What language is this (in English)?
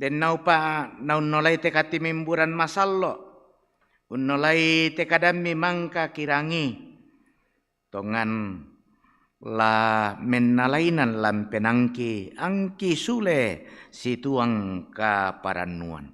Toraja-Sa'dan